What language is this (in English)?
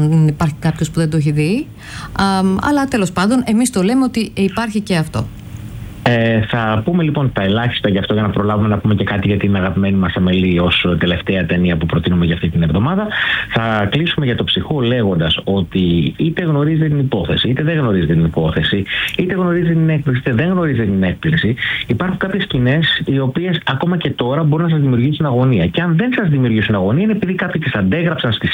Greek